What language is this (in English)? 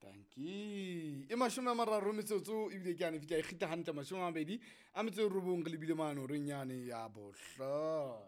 Southern Sotho